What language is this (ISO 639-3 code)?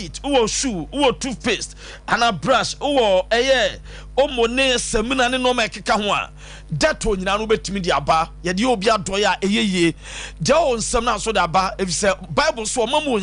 aka